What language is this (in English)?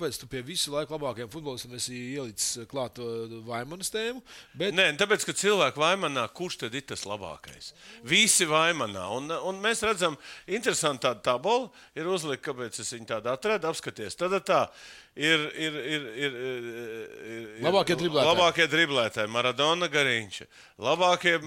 Latvian